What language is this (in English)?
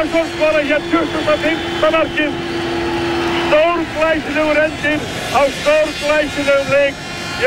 Icelandic